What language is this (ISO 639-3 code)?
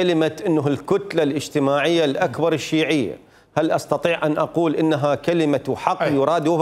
acm